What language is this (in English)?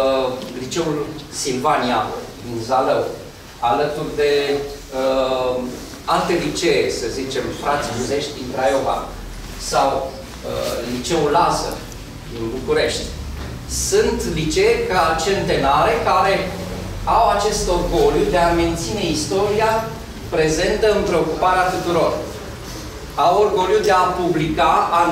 Romanian